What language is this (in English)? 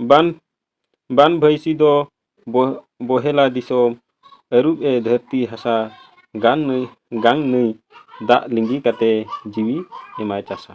Santali